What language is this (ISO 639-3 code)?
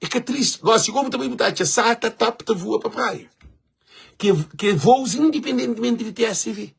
kea